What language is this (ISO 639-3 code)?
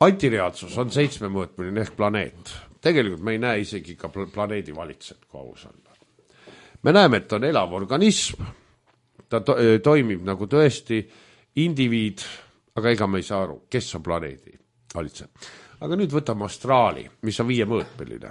est